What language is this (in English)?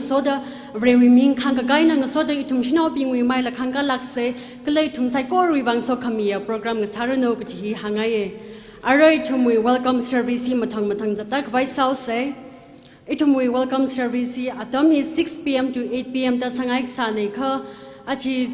Tangkhul Naga (India)